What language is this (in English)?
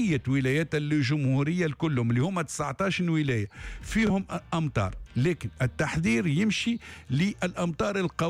Tunisian Arabic